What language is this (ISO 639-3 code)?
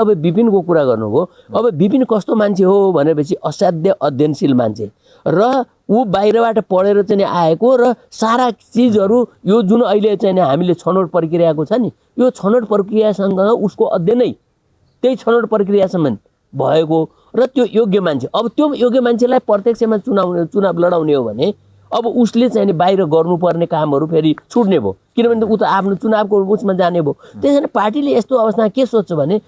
nep